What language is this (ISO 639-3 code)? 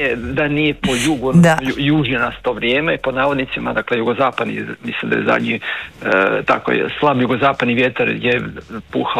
hrv